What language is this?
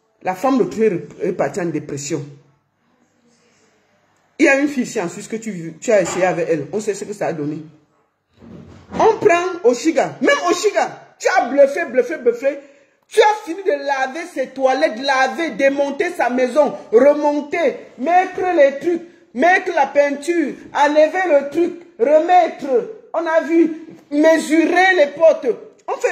French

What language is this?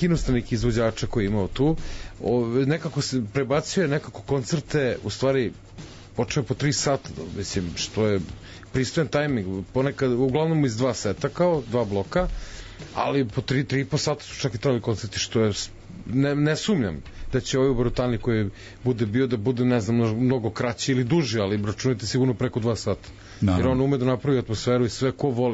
Serbian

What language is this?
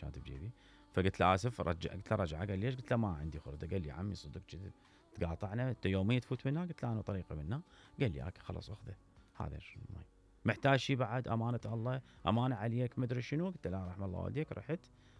Mesopotamian Arabic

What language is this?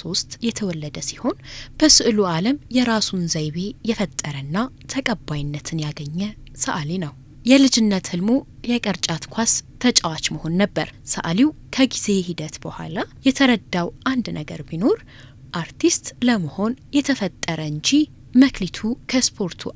Amharic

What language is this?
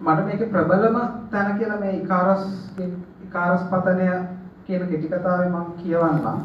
Sinhala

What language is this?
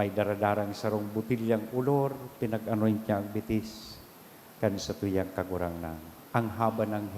Bikol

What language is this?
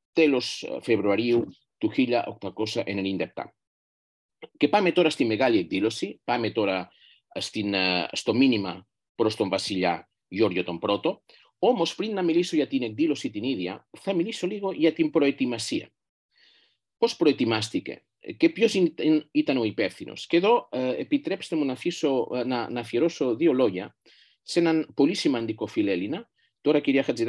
Greek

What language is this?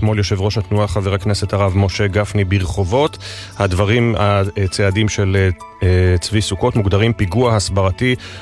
Hebrew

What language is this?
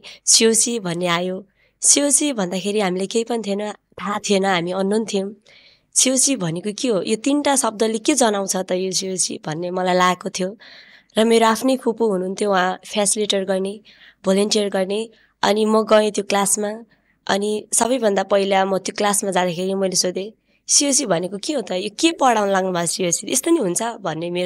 Nepali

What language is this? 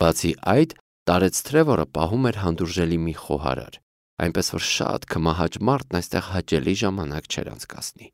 Armenian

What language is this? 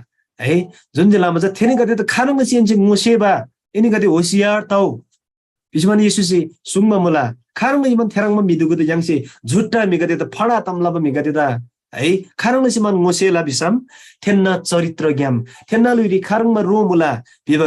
Eastern Tamang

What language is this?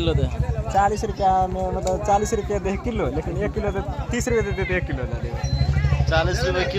Maithili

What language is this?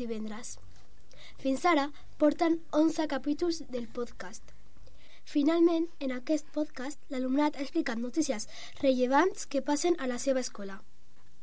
Catalan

